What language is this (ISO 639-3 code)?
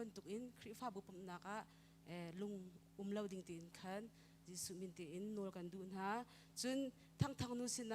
cnh